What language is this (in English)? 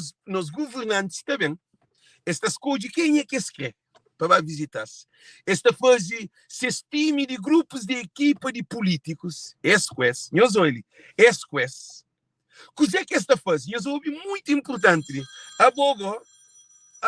Kabuverdianu